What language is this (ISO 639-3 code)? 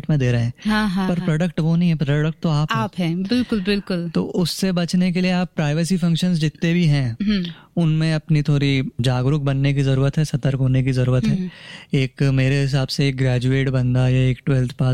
hin